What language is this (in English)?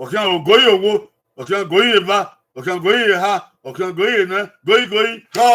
Bini